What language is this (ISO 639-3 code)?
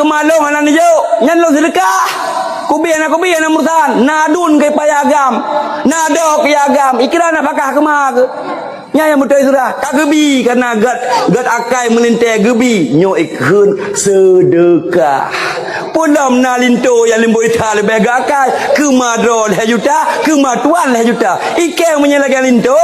ace